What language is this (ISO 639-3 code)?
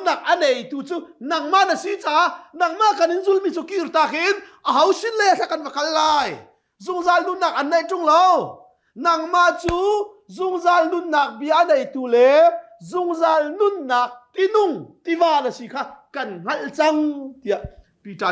cnh